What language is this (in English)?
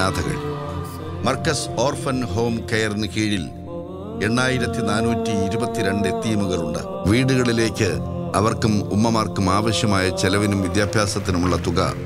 Malayalam